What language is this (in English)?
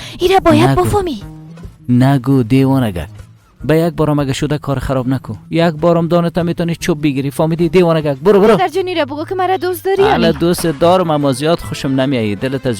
Persian